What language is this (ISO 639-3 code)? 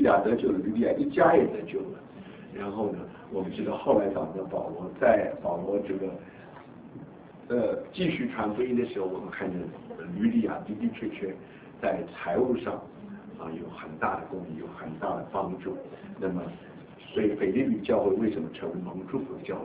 zho